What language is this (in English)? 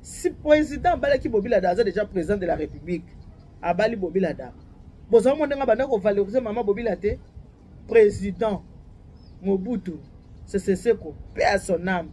Lingala